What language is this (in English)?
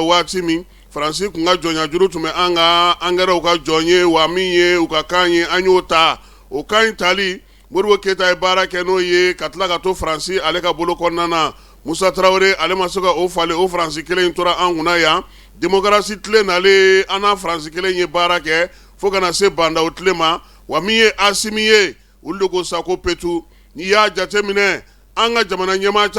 Bambara